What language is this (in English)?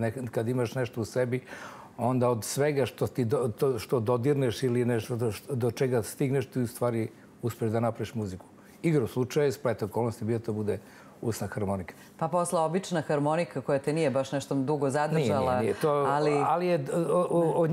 Serbian